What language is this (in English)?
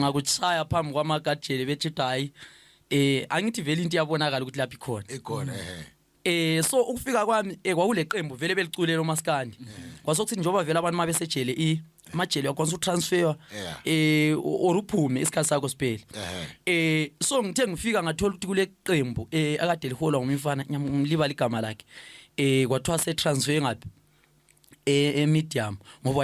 Zulu